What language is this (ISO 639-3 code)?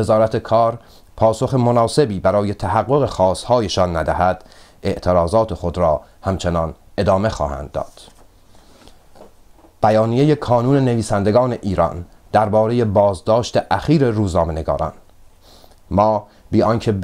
fas